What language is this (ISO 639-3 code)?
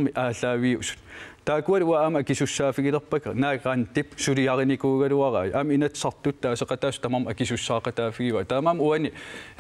kal